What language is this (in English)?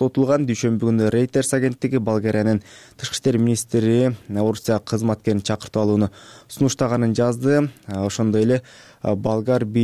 Kyrgyz